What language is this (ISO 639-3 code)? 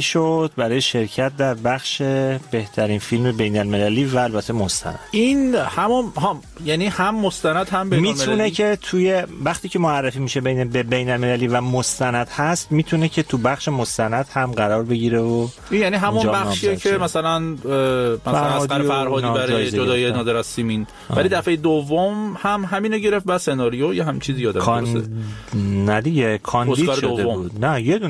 fas